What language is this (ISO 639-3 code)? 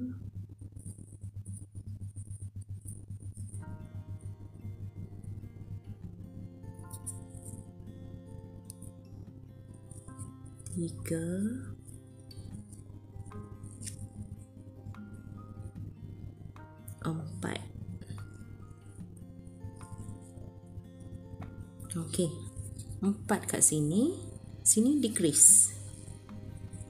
msa